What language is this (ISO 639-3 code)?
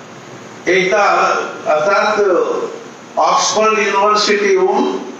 mar